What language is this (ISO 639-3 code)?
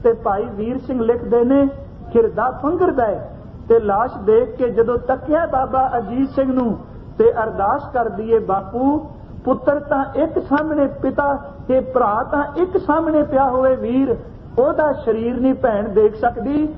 pan